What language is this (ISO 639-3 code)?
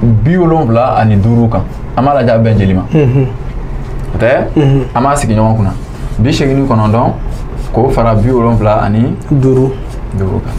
bam